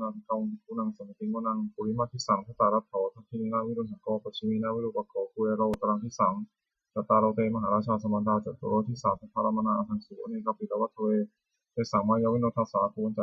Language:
Pali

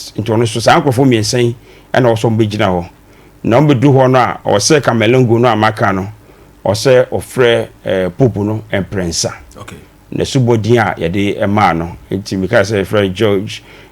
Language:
Akan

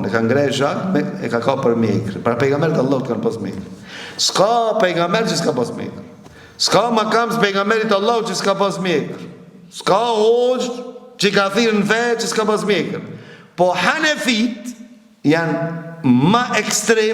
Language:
Albanian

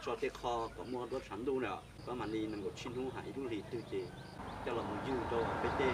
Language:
Hmong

